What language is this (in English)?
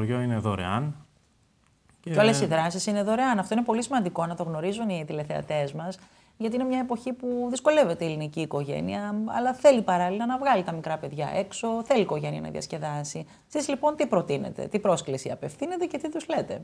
Greek